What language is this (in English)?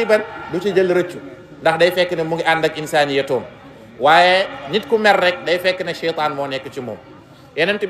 Wolof